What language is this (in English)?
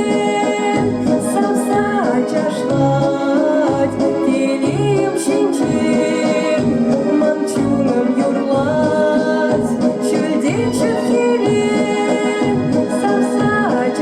Chuvash